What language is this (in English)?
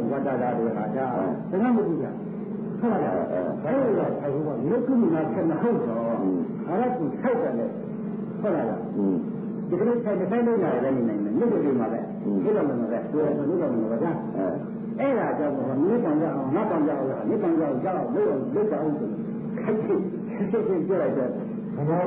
Burmese